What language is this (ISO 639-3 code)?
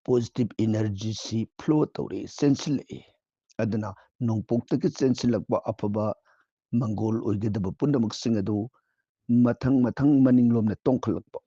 mni